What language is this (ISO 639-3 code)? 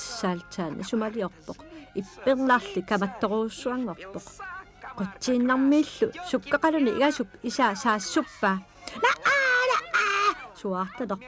kal